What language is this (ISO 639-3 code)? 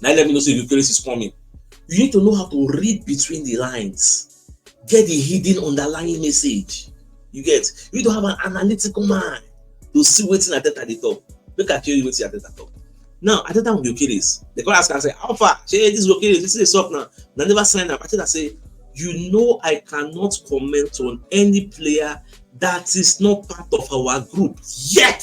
pcm